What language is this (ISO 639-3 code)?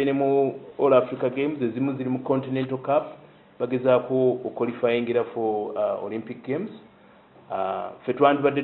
lug